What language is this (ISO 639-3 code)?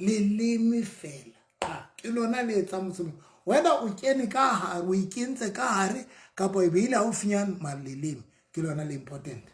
sot